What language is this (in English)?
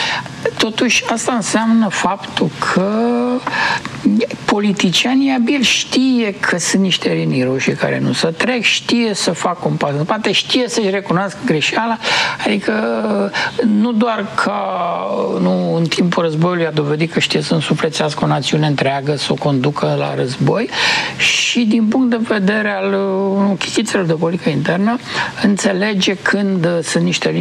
Romanian